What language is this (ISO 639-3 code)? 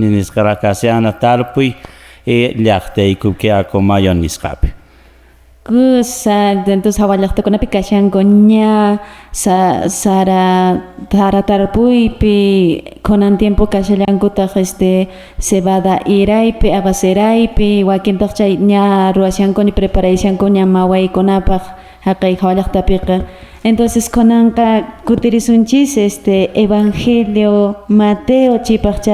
que